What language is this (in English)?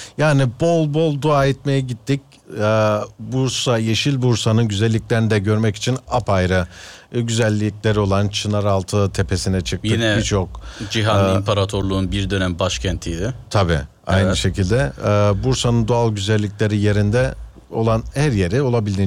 Turkish